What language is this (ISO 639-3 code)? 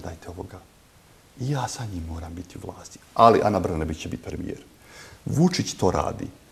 bos